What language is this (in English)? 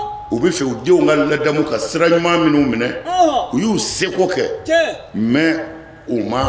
Bambara